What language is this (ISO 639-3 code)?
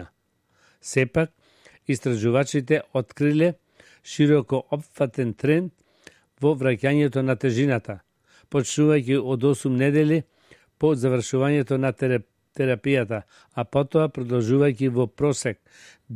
mkd